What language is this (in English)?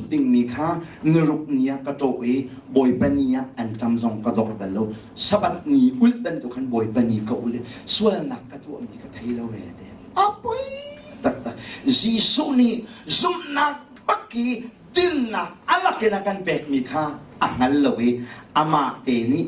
Hakha Chin